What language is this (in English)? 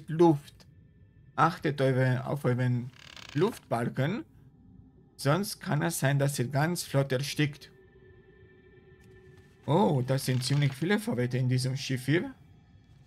German